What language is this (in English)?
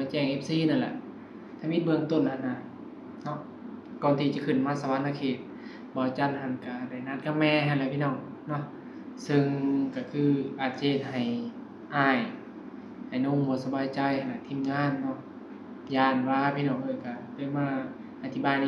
Northeastern Thai